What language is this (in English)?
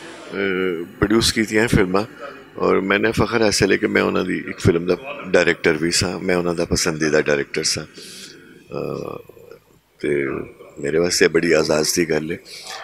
Western Panjabi